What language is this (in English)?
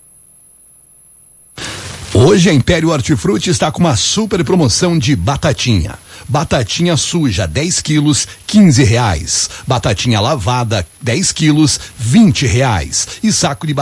Portuguese